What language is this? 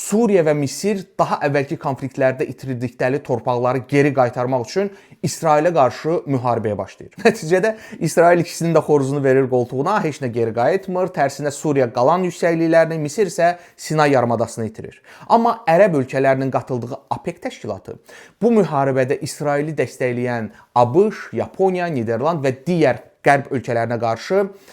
Azerbaijani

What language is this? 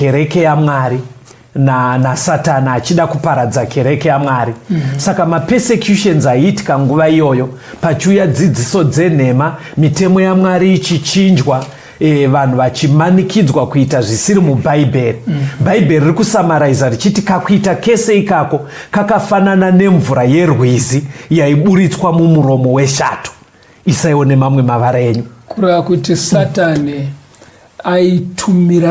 Shona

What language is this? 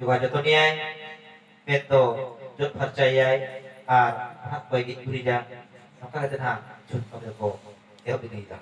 Santali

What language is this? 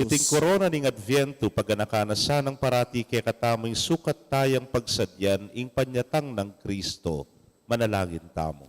Pampanga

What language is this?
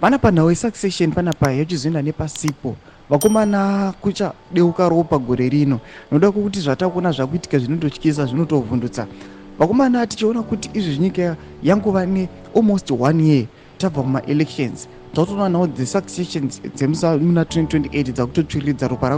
Shona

